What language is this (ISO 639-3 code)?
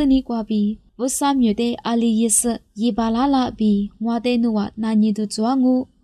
lis